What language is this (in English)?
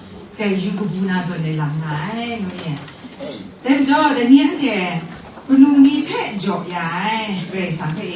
Kachin